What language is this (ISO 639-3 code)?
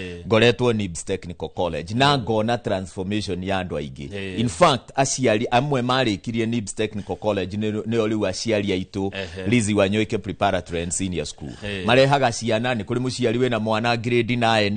kik